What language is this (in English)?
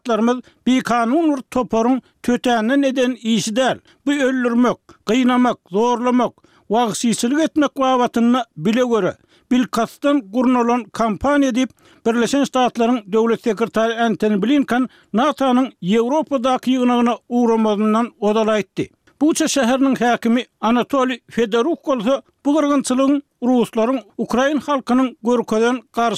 Turkmen